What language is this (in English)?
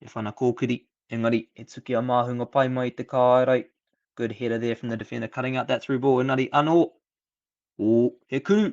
Māori